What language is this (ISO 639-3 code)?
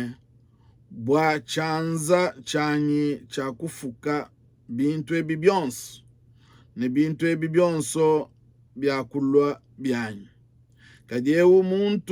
lua